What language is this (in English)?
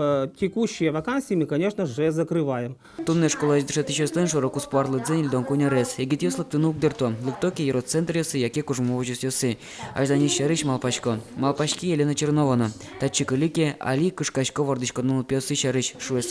Udmurt